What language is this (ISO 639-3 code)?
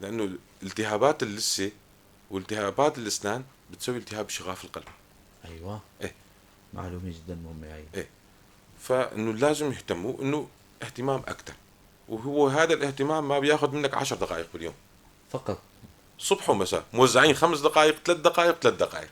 apc